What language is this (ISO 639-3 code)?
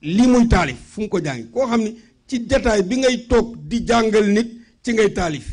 wol